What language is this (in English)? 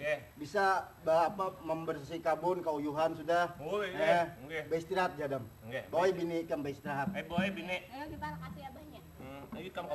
Banjar